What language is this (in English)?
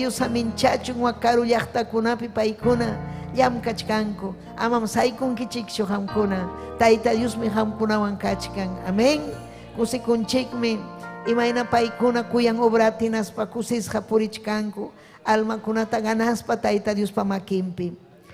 Ayacucho Quechua